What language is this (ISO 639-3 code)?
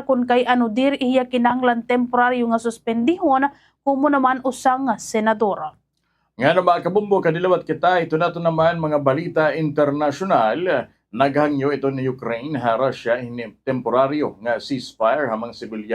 war